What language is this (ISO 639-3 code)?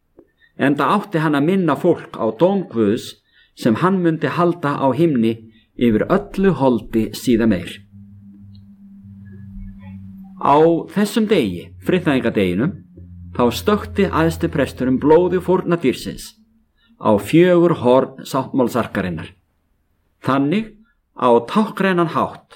isl